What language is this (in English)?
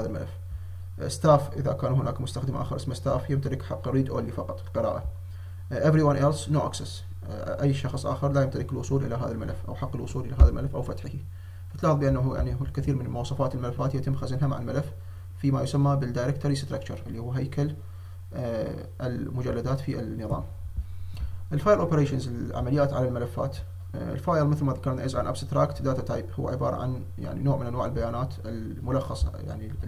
Arabic